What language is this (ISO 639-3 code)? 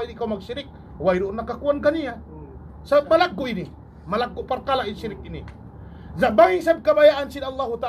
tsg